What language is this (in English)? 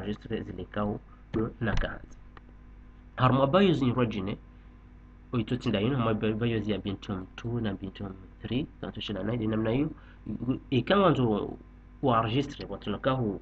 Ngazidja Comorian